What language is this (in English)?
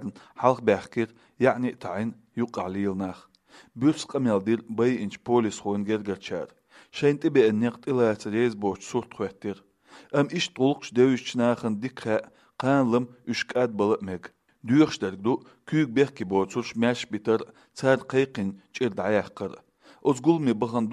Chechen